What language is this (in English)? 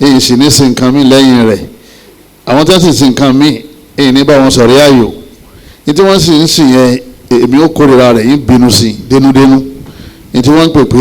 Yoruba